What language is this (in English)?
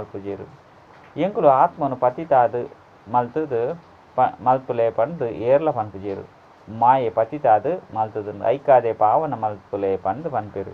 Tulu